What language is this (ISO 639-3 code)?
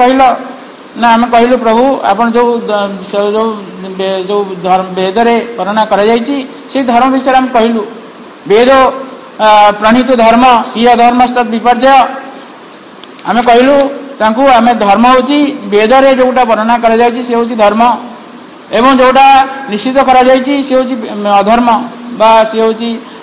ori